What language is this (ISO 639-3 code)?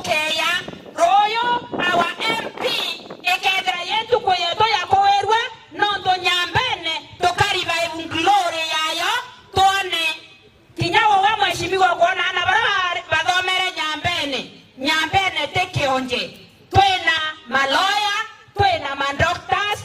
mer